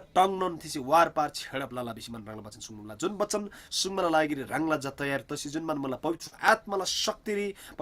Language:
Eastern Tamang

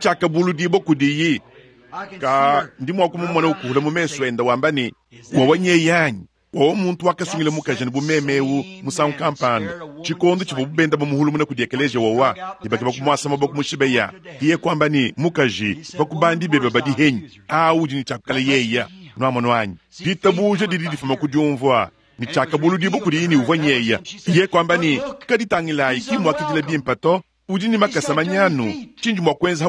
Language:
Luba-Lulua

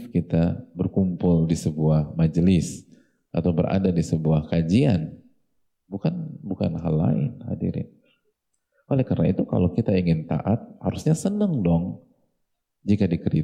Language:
Indonesian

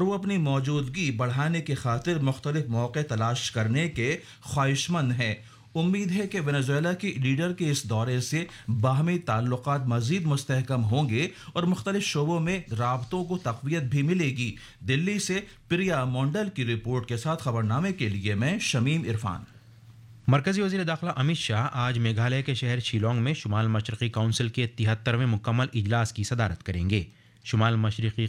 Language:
Urdu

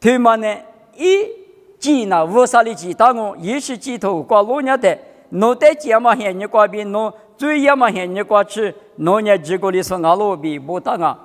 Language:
Lisu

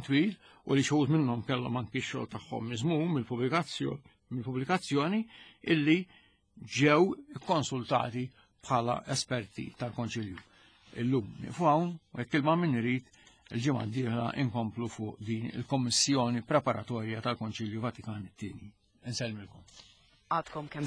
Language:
Maltese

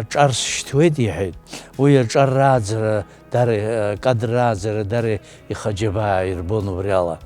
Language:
Abkhazian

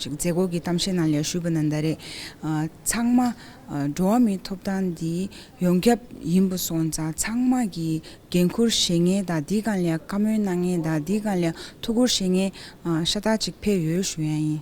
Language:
Tibetan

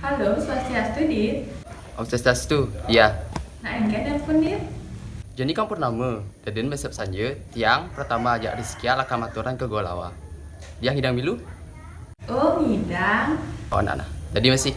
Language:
Balinese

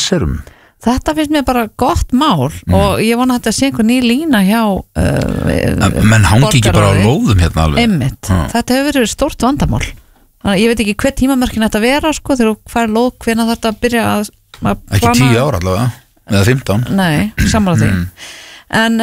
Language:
Icelandic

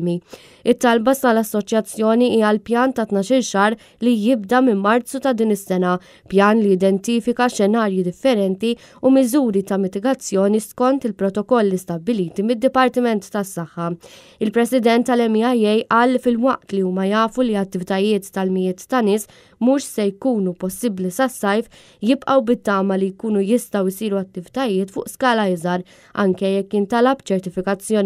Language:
Maltese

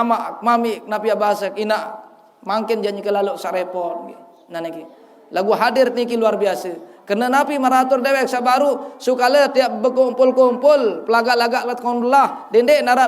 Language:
Sasak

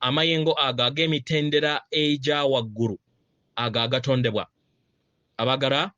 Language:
Ganda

